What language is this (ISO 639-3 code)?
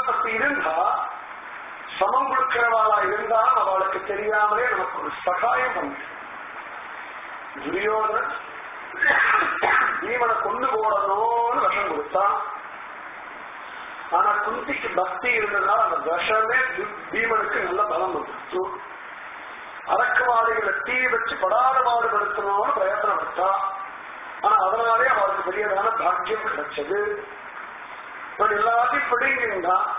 tam